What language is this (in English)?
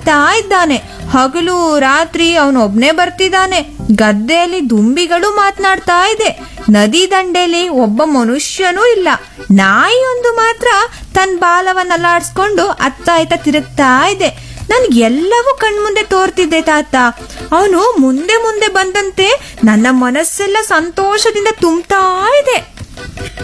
Kannada